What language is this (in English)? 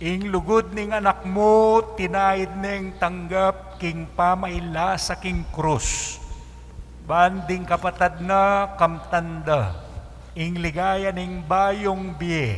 Pampanga